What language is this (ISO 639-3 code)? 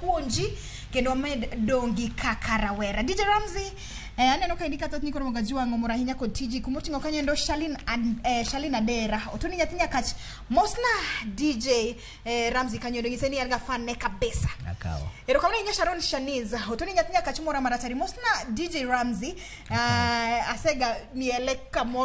luo